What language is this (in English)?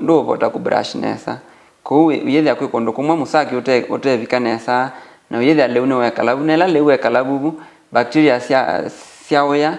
Kamba